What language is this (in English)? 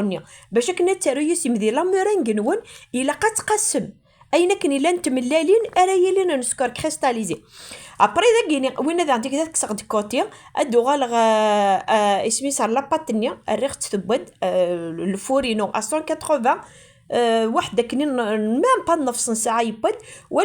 Kabyle